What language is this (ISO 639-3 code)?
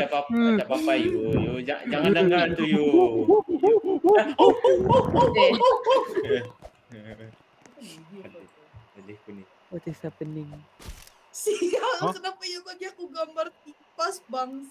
msa